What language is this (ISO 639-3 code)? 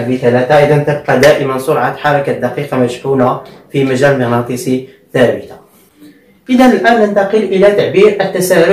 ara